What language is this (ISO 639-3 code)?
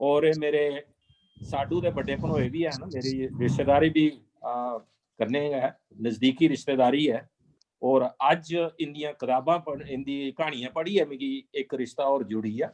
doi